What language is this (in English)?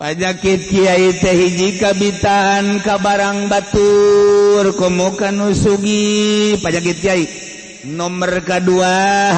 Sundanese